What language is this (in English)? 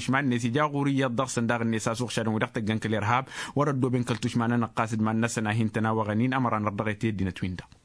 Tamasheq